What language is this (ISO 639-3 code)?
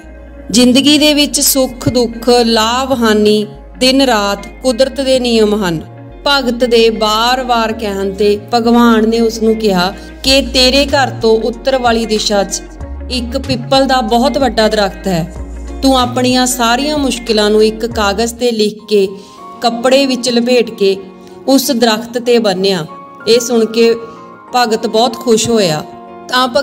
pan